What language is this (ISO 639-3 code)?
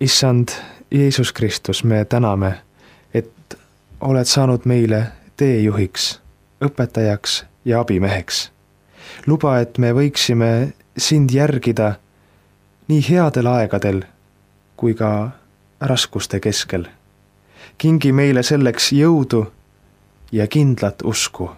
est